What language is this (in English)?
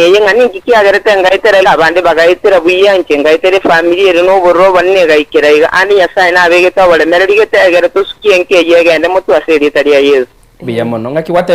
Gusii